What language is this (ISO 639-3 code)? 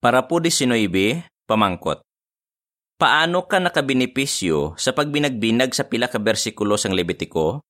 hil